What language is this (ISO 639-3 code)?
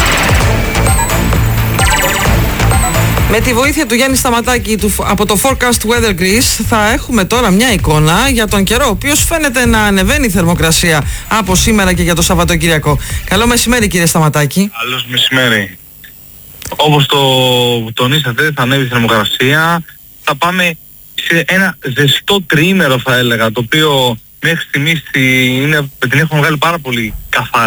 ell